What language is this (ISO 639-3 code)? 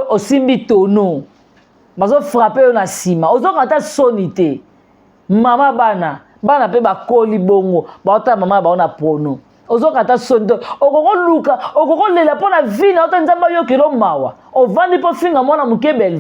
lin